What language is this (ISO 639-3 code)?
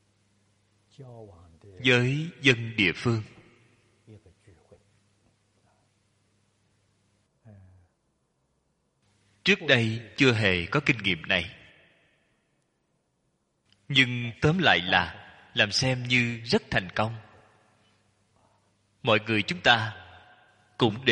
vie